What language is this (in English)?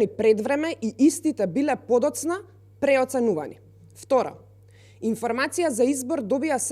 Macedonian